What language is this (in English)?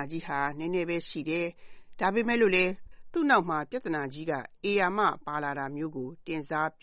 Burmese